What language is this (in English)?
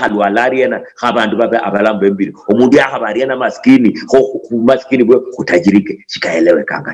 Luyia